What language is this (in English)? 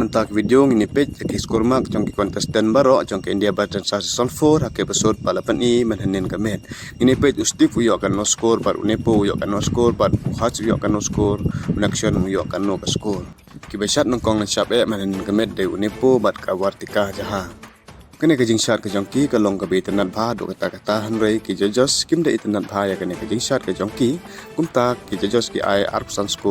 Khasi